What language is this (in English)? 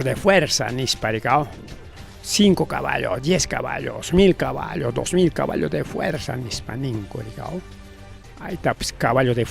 Ayacucho Quechua